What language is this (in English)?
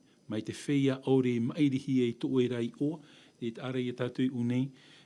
Tahitian